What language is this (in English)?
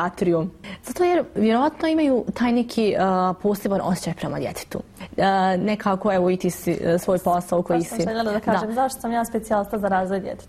Bosnian